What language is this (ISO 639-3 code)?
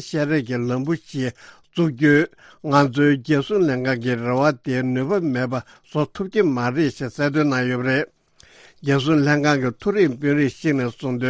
bod